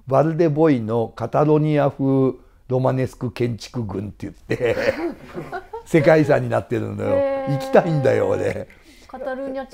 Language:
Japanese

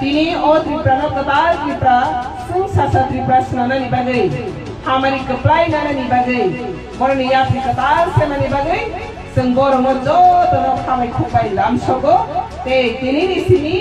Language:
Kok Borok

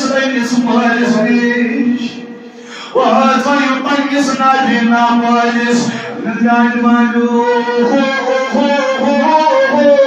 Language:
Kashmiri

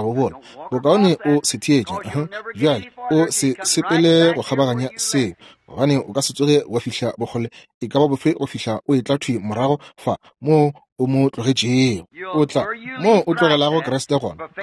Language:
Northern Sotho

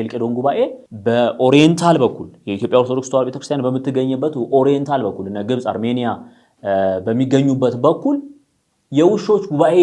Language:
Amharic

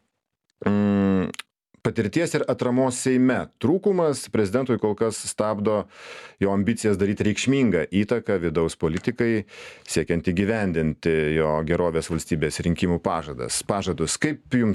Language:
Lithuanian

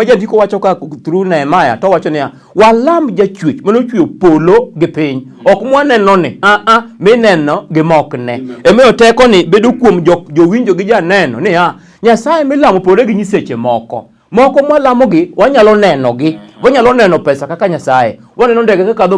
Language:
Luo (Kenya and Tanzania)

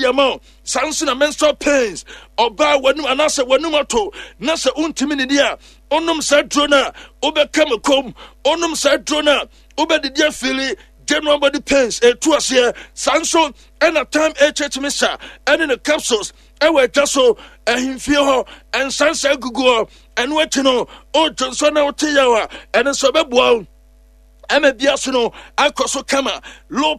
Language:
Akan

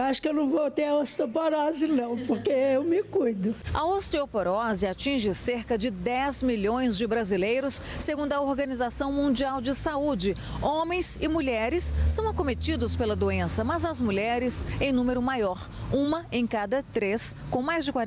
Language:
Portuguese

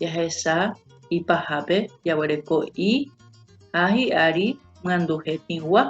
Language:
Guarani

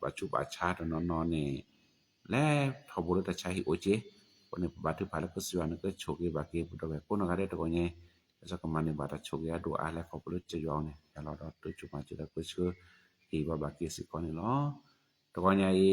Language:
S'gaw Karen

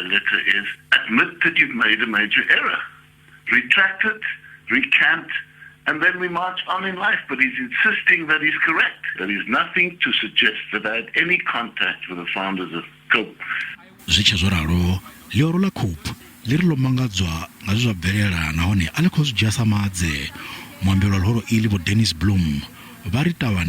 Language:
Venda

